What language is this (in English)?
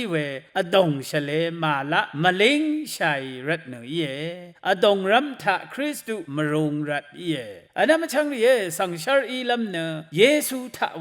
Rawang